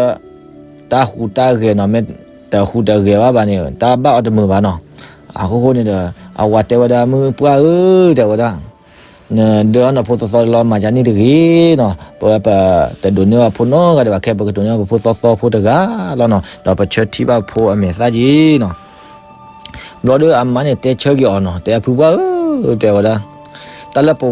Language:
S'gaw Karen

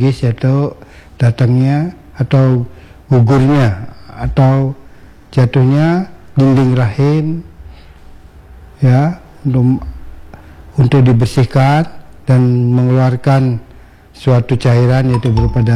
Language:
Indonesian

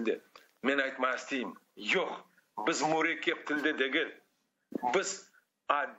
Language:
Crimean Tatar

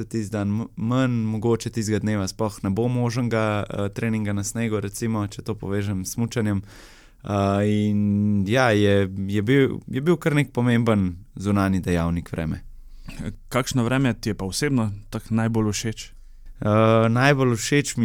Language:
Slovenian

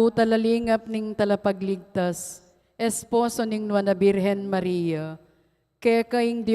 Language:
Pampanga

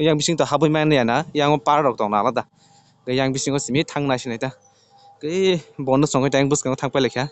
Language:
Kok Borok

